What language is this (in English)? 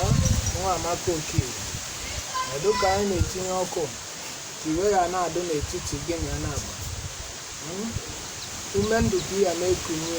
Igbo